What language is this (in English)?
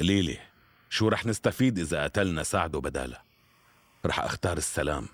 North Levantine Arabic